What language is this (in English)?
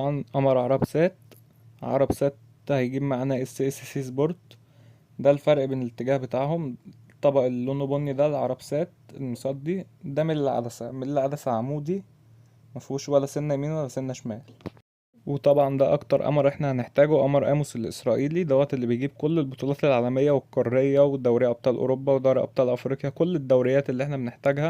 Egyptian Arabic